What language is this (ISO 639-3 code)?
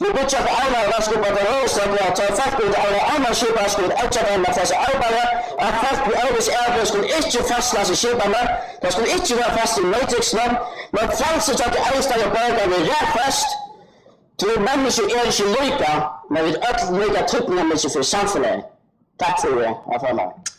fao